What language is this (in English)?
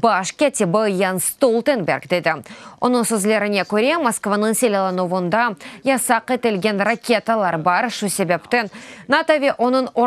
Crimean Tatar